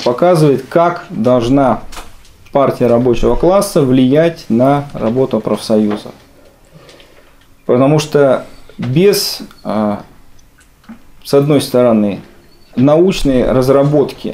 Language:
Russian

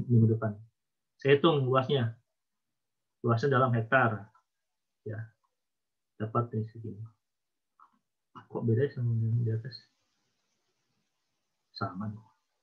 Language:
Indonesian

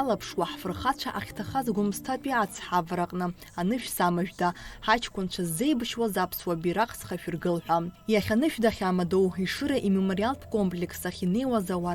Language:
Abkhazian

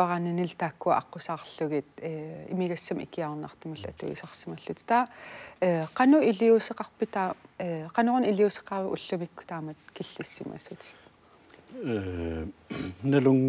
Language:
Kalaallisut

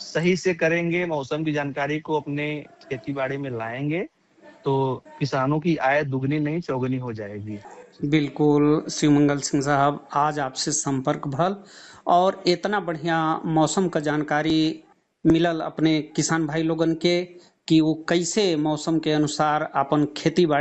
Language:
Bhojpuri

